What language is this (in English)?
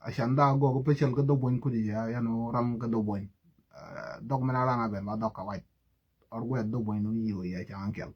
Nuer